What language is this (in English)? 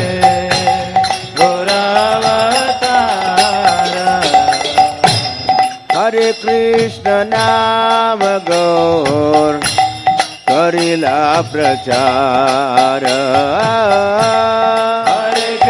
Hindi